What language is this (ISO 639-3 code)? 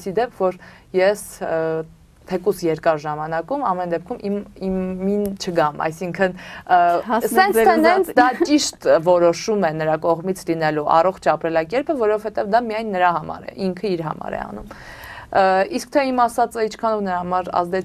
hye